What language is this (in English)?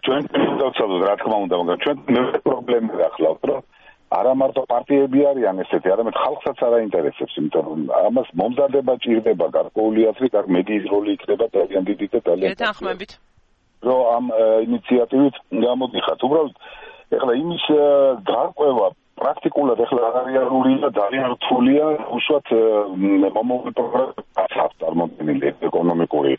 Georgian